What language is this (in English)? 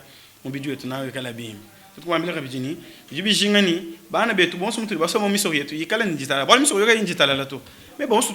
Luba-Lulua